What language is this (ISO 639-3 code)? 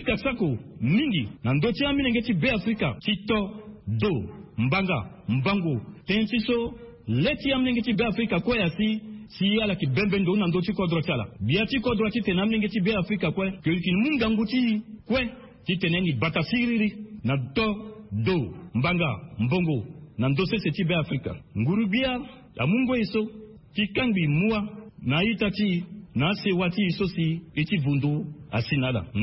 sag